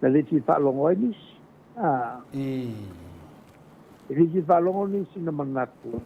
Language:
Samoan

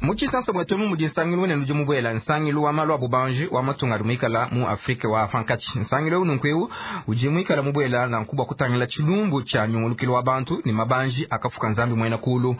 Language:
Luba-Lulua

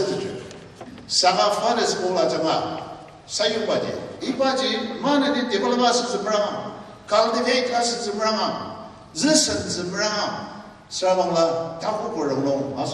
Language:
Ao Naga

